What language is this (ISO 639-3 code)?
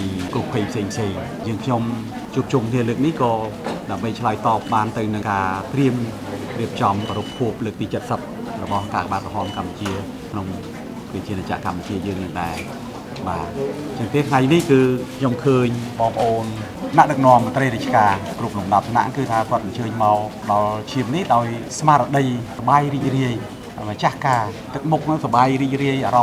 khm